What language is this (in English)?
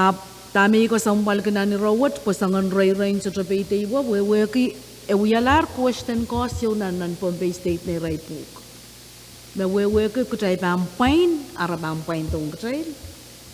Pohnpeian